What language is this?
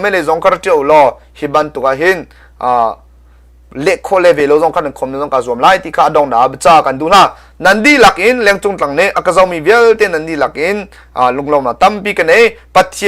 Hakha Chin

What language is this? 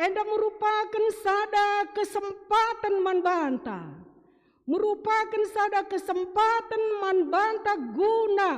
Batak Karo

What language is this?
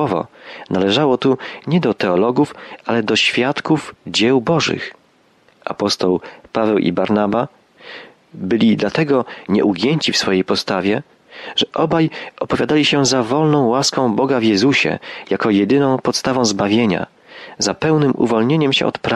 Polish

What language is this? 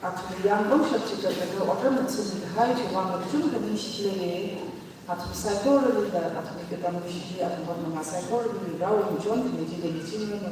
Tangkhul Naga (India)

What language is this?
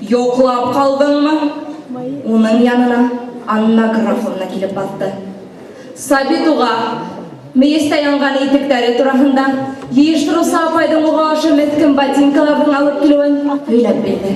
Bashkir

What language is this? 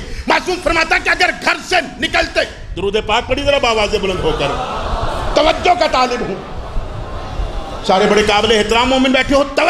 Urdu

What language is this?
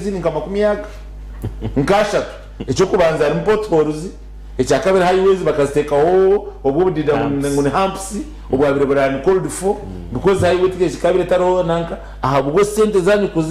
Nyankole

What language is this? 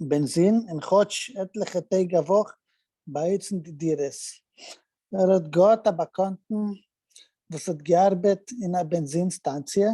Yiddish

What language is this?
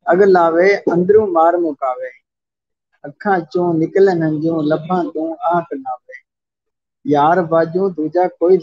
Saraiki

